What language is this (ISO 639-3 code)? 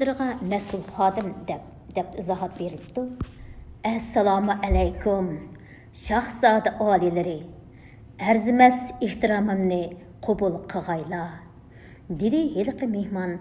uig